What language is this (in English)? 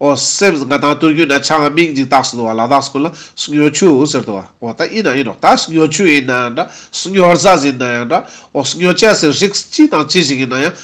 Ladakhi